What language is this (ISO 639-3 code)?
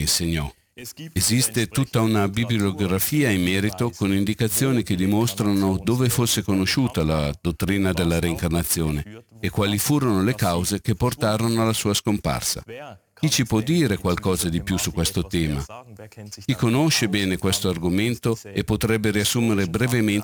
ita